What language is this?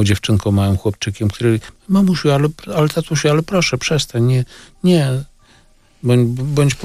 Polish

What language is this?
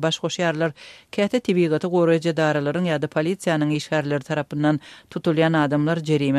Turkmen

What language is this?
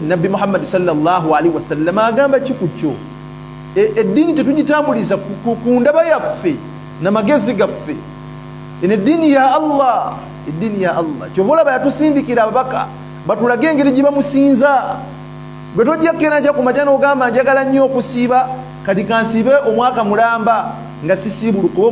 Ganda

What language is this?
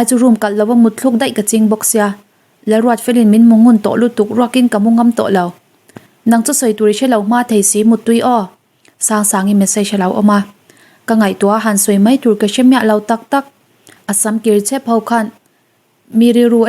Mizo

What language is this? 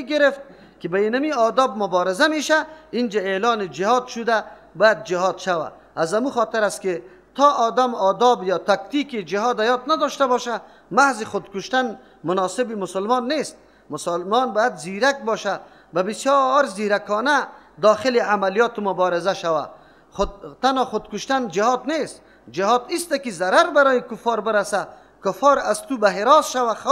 Persian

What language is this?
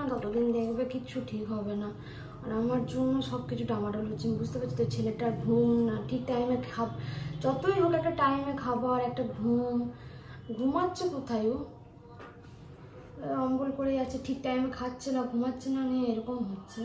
Bangla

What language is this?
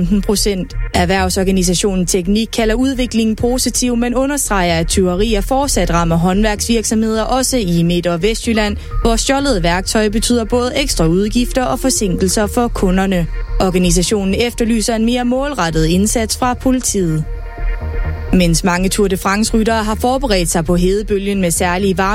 Danish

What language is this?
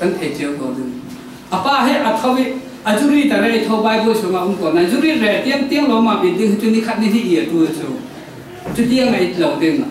Falam Chin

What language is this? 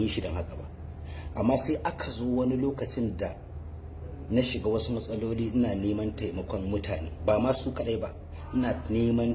Hausa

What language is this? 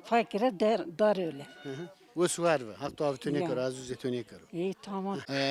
Zaza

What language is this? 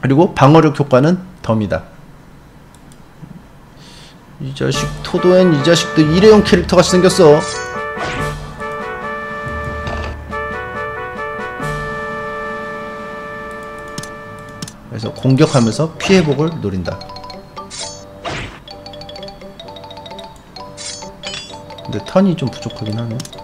Korean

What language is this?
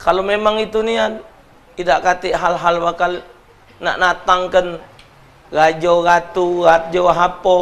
Musi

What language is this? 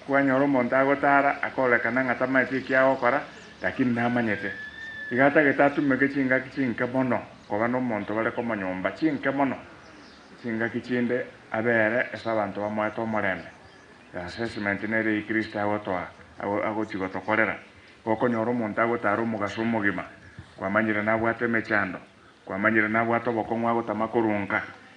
Gusii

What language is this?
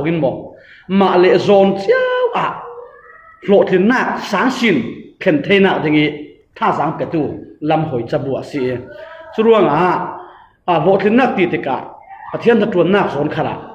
Falam Chin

